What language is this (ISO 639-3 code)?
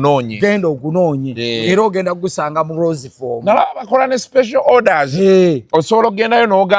lug